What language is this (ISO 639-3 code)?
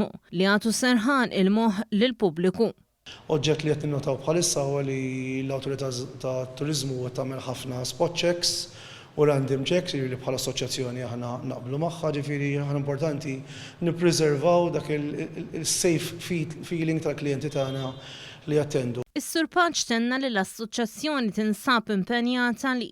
mlt